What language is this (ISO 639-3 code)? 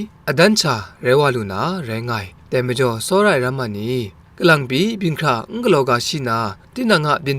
kac